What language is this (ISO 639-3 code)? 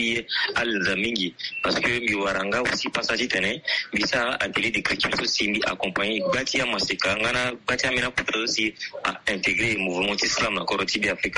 sag